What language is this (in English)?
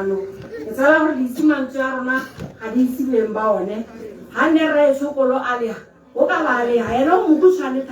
Tswana